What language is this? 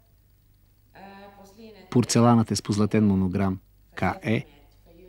Bulgarian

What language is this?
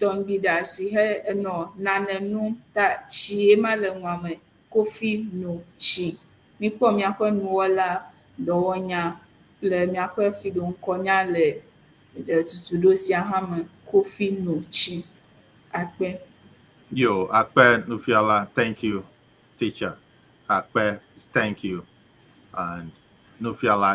Ewe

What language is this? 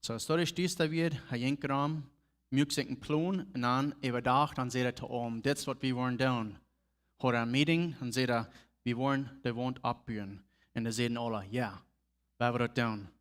Plautdietsch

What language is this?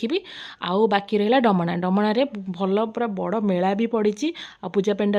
Odia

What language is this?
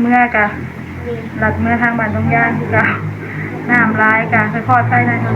Northeastern Thai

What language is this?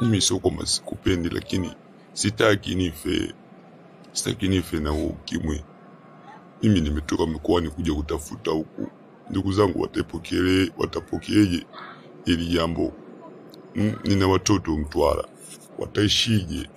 Swahili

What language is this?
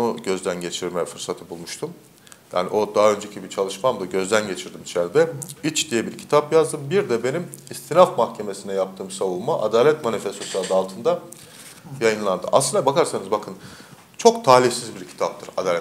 Turkish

